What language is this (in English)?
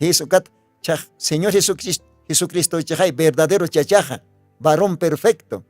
Aymara